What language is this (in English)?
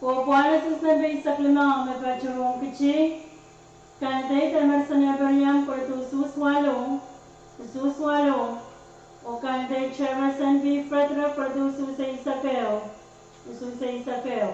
Pohnpeian